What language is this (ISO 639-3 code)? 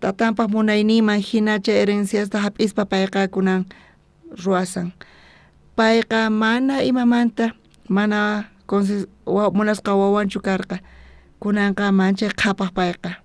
quh